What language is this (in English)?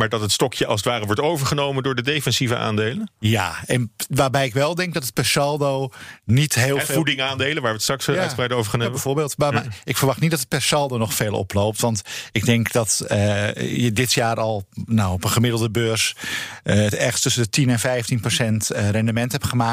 Dutch